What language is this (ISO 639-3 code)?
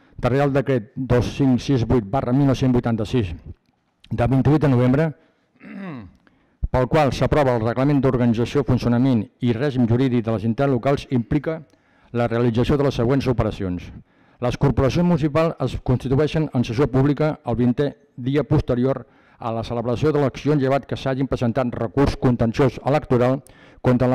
cat